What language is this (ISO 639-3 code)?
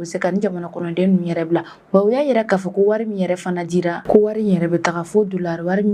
bam